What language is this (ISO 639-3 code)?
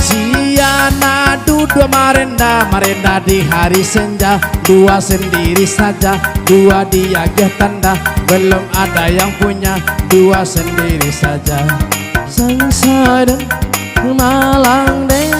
min